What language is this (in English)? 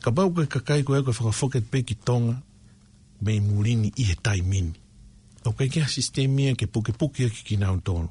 Tongan